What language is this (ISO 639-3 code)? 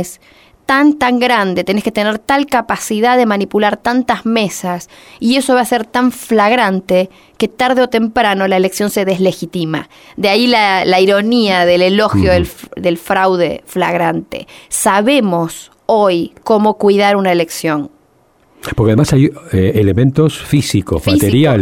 spa